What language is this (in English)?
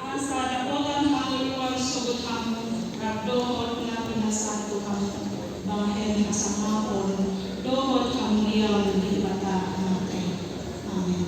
Batak Toba